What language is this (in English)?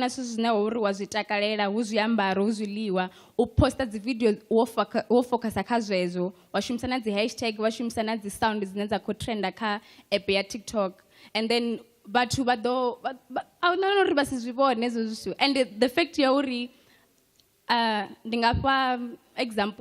Venda